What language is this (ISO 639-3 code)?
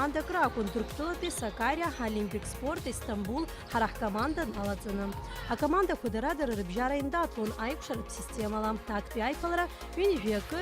abk